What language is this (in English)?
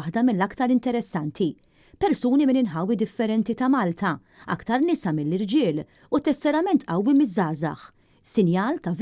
Maltese